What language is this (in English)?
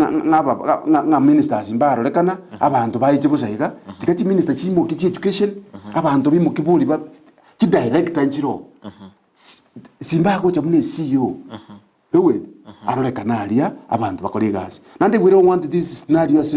Gusii